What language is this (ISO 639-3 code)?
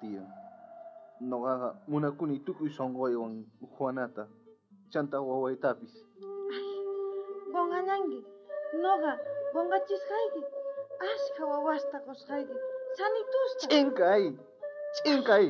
quh